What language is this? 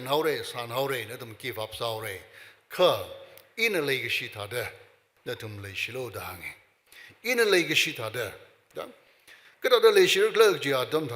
Tangkhul Naga (India)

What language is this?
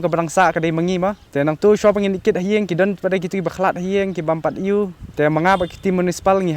Khasi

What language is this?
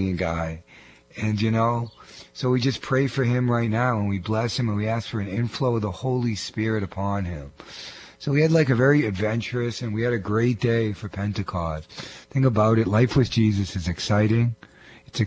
English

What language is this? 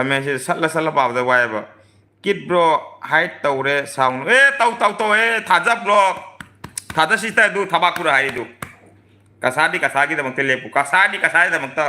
Manipuri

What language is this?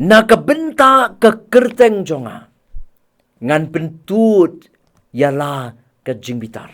Khasi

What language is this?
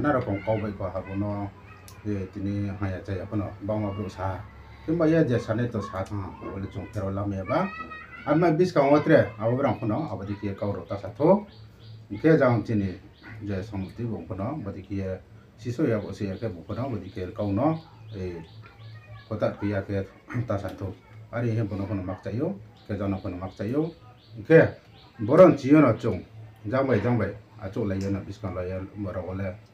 Riang (India)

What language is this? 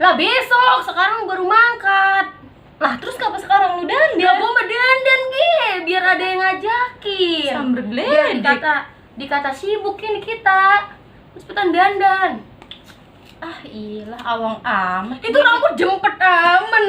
Betawi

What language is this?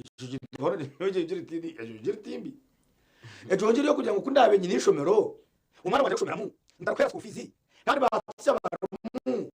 Nyankole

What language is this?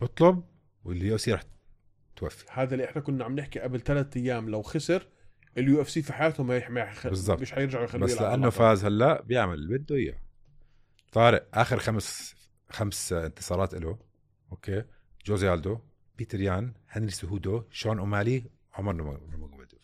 North Levantine Arabic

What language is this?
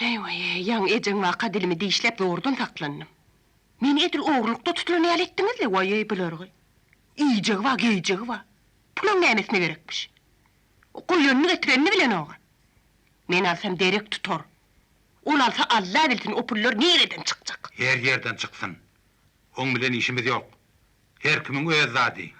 Turkmen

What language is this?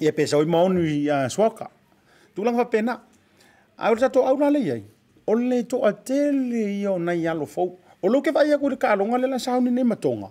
Samoan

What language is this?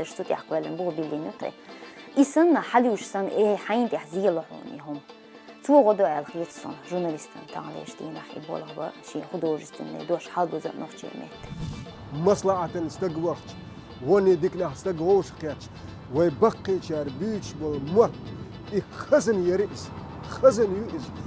Chechen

